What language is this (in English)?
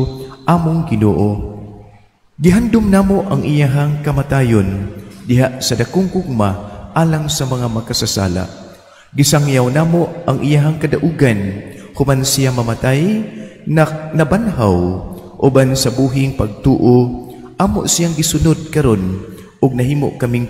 Cebuano